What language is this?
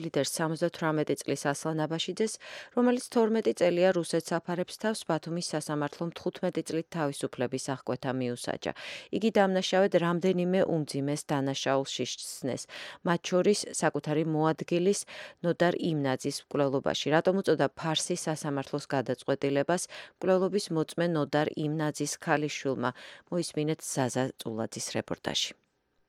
Georgian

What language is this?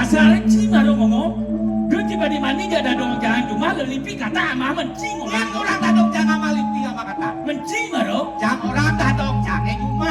Balinese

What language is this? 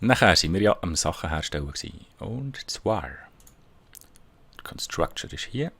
Swiss German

